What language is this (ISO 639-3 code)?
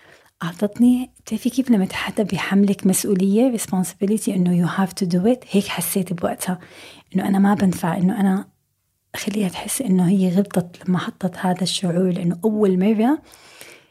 apc